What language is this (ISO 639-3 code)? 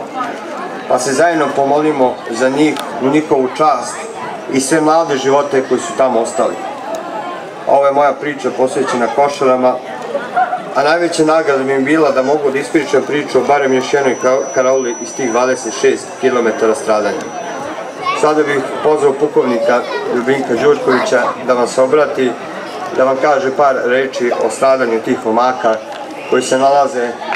srp